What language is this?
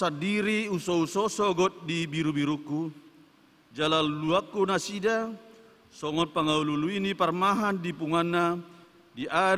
Batak Toba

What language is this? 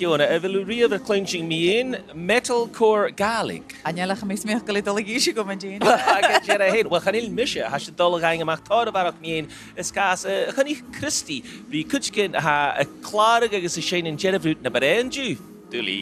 Scottish Gaelic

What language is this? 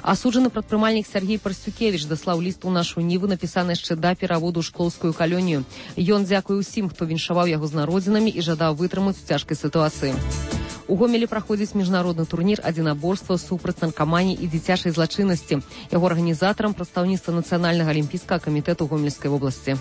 Belarusian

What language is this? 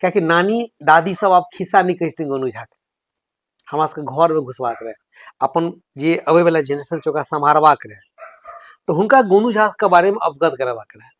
Maithili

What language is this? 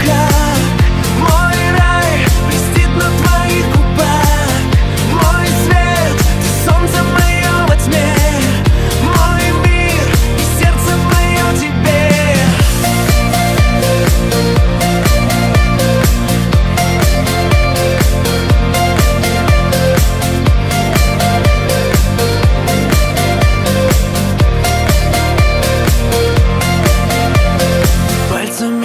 Russian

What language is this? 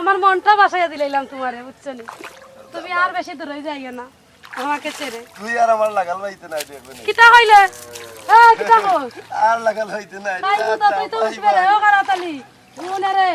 Sylheti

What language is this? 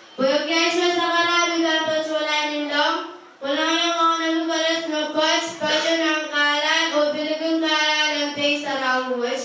Pohnpeian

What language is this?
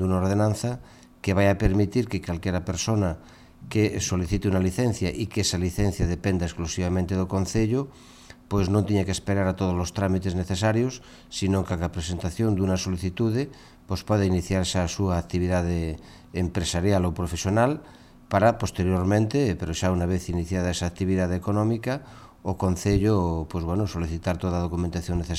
Galician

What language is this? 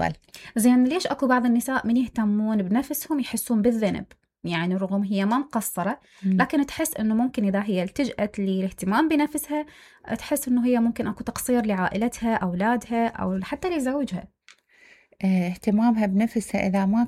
Mesopotamian Arabic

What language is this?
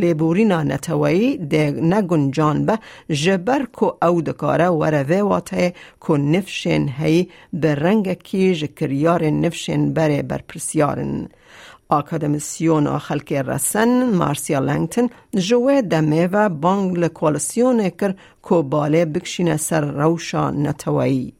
Kurdish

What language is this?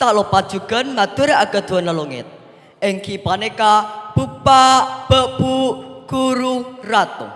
Madurese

